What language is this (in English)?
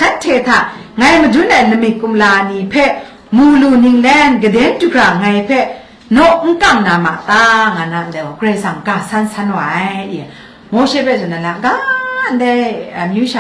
Kachin